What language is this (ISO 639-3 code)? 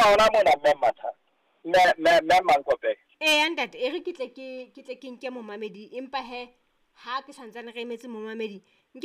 sot